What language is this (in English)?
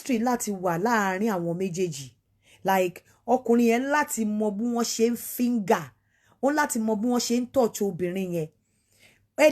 Yoruba